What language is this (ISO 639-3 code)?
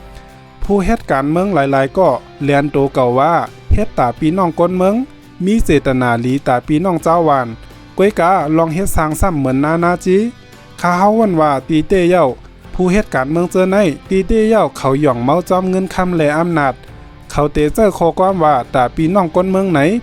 shn